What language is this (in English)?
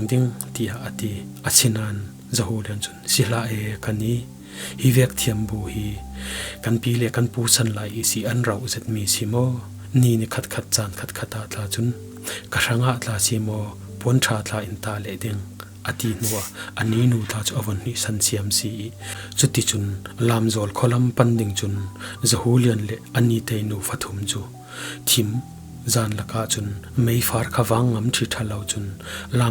Falam Chin